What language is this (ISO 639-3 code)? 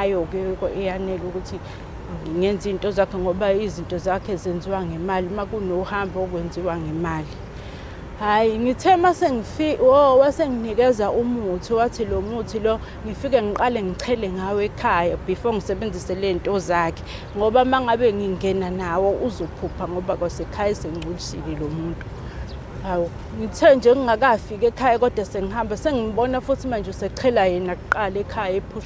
zul